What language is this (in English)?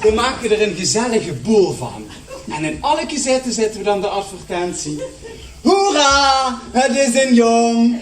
Limburgish